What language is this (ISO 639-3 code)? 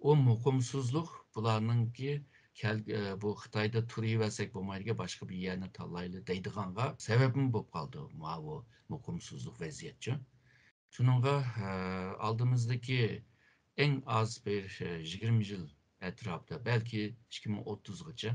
uig